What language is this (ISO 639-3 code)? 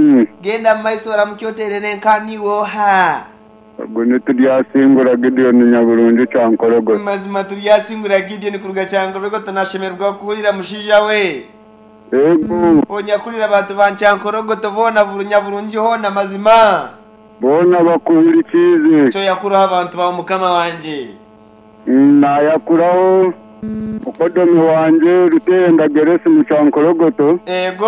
nyn